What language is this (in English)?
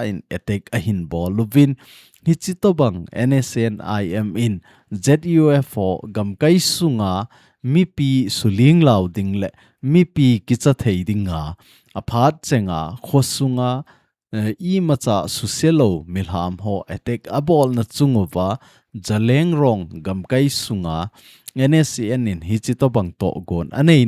Thado Chin